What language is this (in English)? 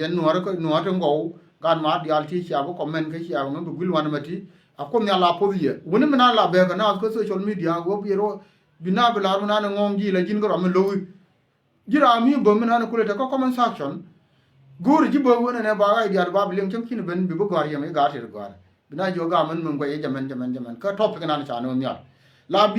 Nuer